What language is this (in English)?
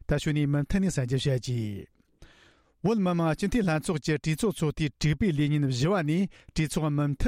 Tibetan